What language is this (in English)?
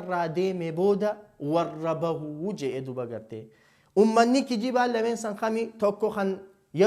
Oromo